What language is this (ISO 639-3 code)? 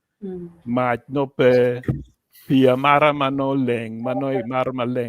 ach